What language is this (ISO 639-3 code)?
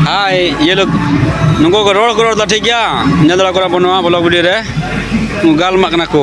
sat